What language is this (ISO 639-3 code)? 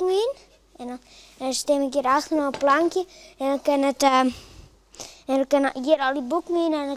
fry